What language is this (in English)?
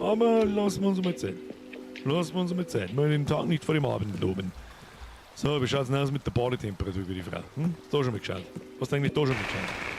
Bavarian